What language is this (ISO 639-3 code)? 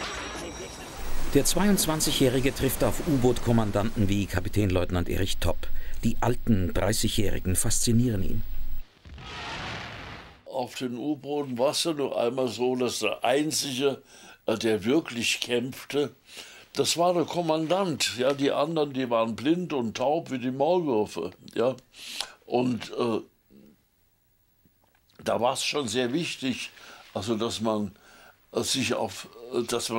deu